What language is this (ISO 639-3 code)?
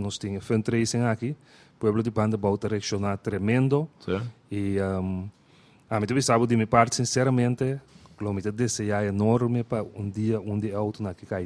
pap